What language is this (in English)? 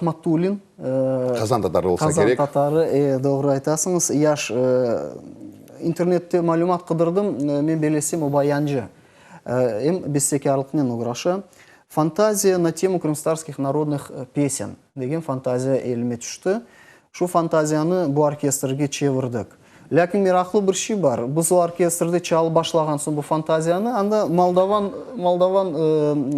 Crimean Tatar